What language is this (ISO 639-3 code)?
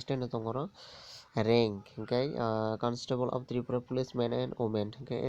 trp